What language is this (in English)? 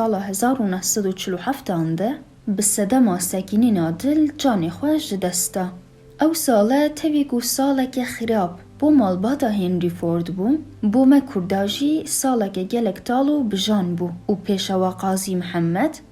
Kurdish